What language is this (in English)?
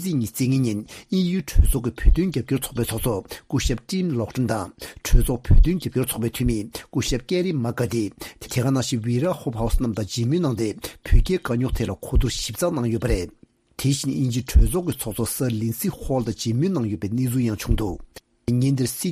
Tibetan